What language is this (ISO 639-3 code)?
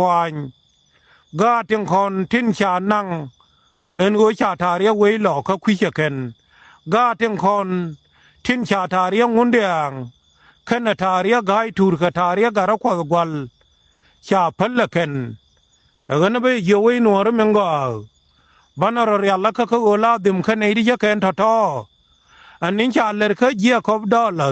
nus